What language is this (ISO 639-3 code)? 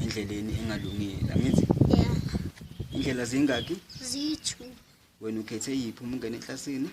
zul